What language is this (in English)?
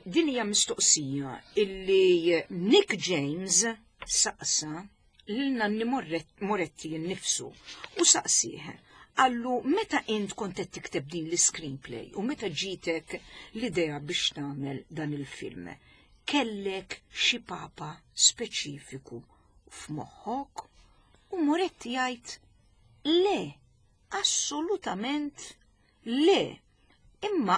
Maltese